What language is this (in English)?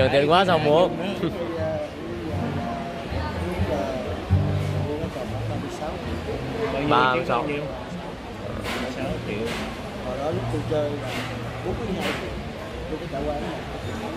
Vietnamese